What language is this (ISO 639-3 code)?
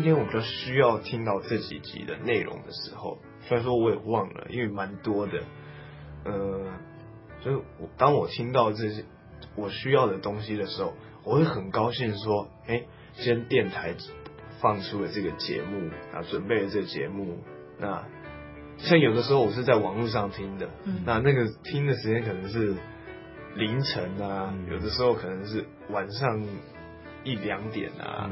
zho